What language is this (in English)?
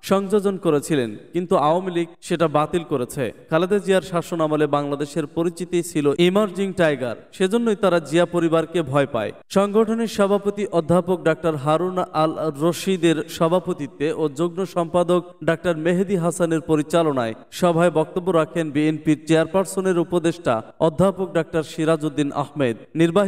Bangla